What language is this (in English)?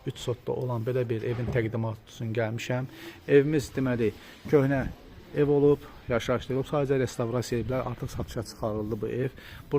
Azerbaijani